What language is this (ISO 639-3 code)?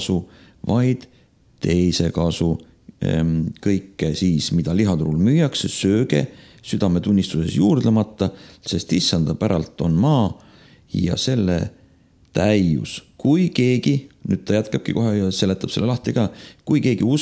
est